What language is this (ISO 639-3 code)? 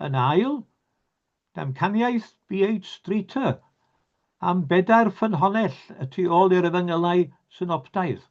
cym